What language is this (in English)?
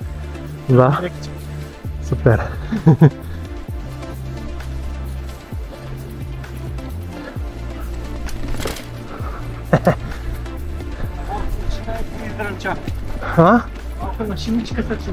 Bulgarian